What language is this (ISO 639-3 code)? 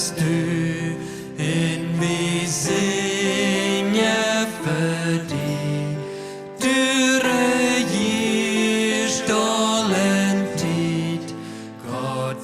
pdt